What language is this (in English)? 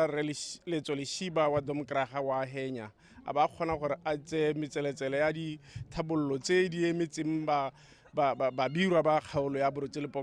Tswana